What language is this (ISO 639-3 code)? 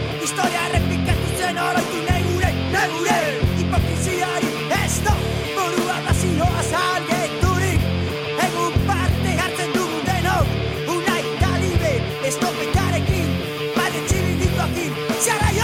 eus